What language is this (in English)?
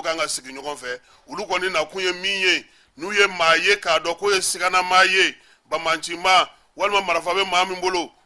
Bambara